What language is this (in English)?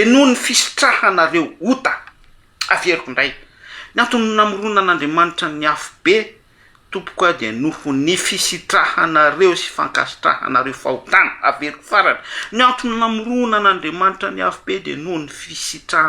Malagasy